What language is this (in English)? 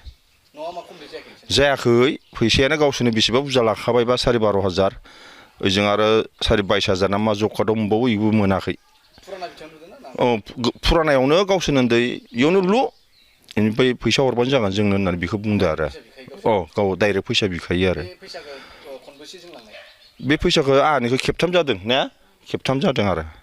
Bodo